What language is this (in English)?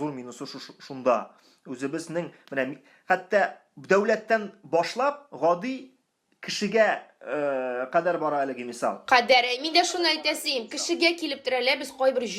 Tatar